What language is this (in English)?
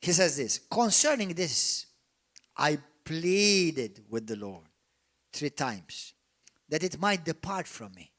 English